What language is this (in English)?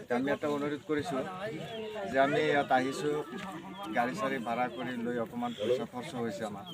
Assamese